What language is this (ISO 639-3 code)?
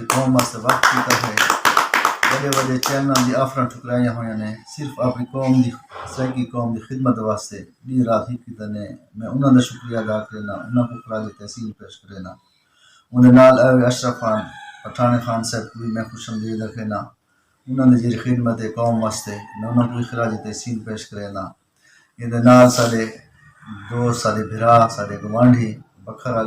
skr